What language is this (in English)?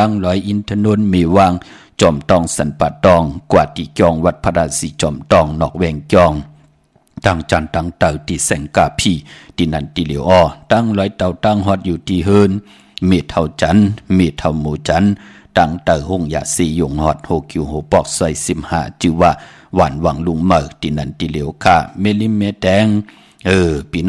Shan